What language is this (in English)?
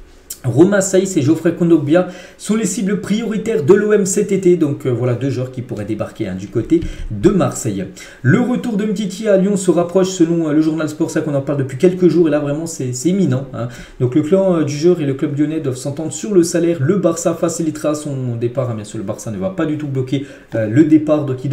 French